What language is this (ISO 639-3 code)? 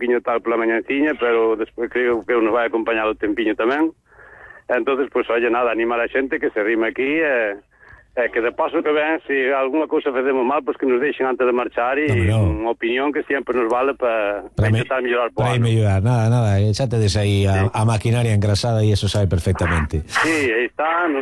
glg